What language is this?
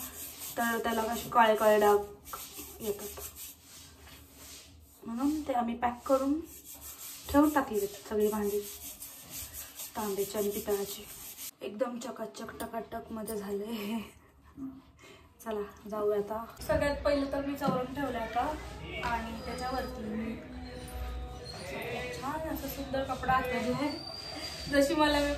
Marathi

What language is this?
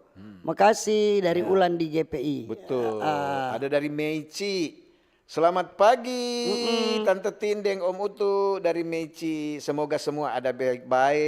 Manado Malay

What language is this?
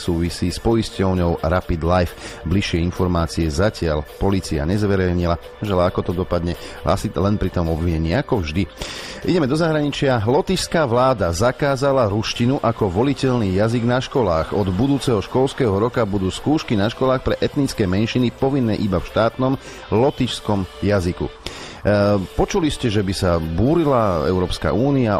Slovak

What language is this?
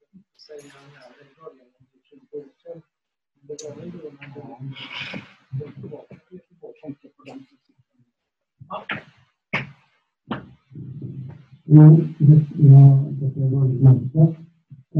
Swedish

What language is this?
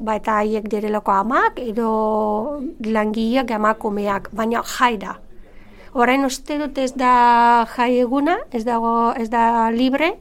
Basque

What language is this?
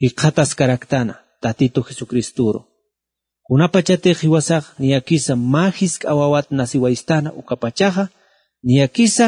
Aymara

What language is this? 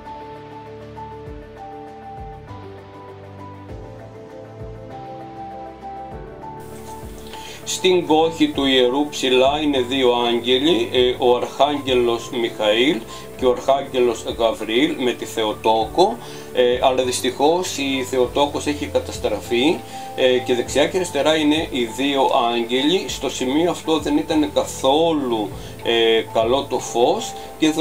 Greek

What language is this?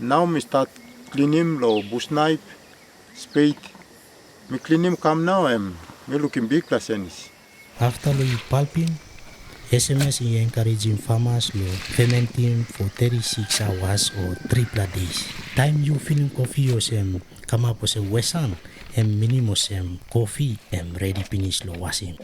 Tok Pisin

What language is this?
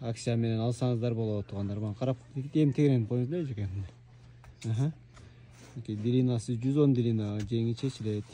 Kyrgyz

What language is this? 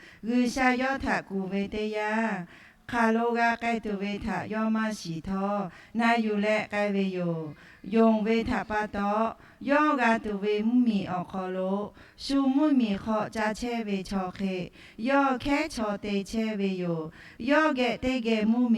Lahu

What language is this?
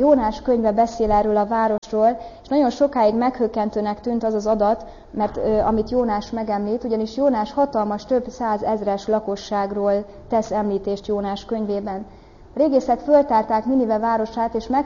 Hungarian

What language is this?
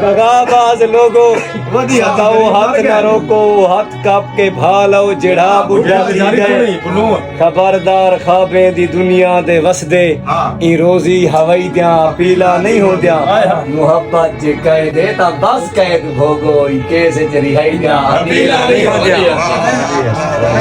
Saraiki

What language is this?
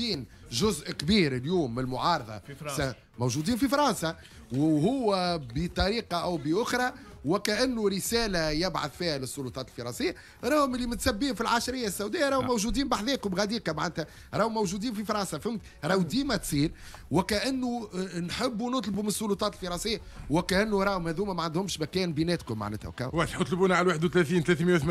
Tunisian Arabic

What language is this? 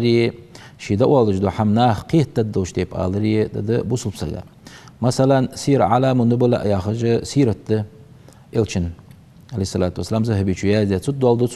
Ingush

